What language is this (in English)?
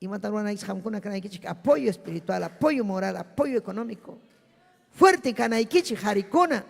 Ayacucho Quechua